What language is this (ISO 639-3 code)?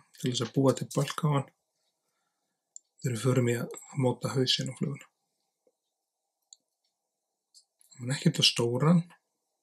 isl